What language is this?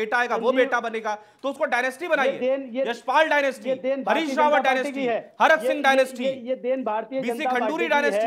Hindi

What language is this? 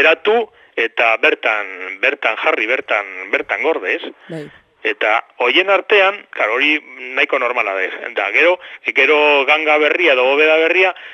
Basque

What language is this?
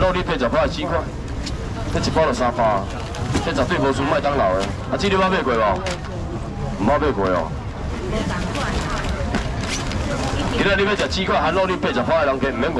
Min Nan Chinese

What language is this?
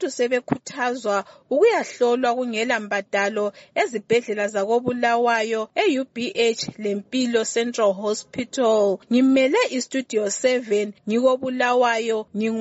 North Ndebele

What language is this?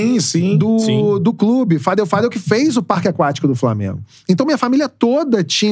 Portuguese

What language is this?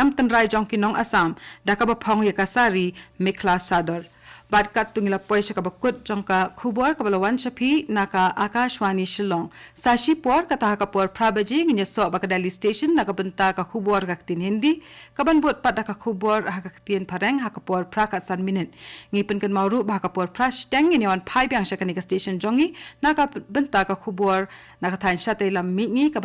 Khasi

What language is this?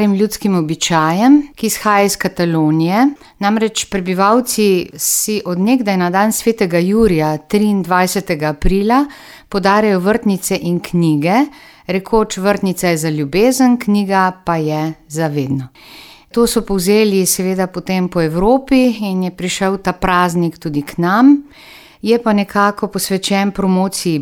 Slovenian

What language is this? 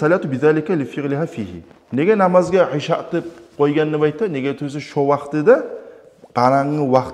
Kumyk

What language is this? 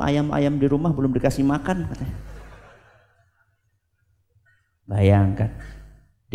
Indonesian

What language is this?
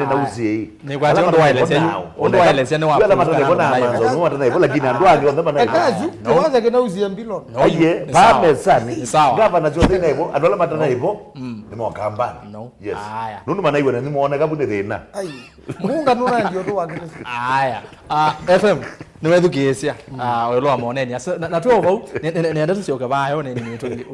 Kamba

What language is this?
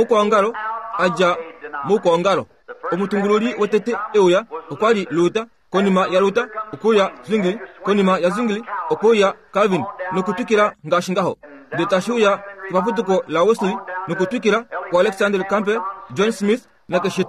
Kuanyama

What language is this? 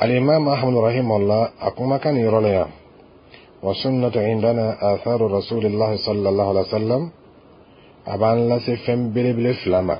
Dyula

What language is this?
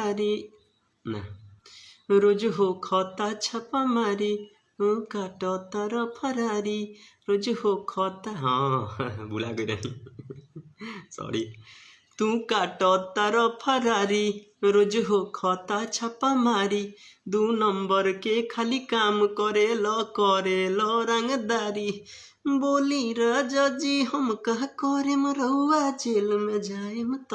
Bhojpuri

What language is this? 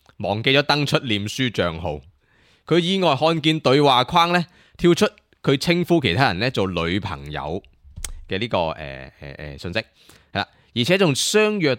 Cantonese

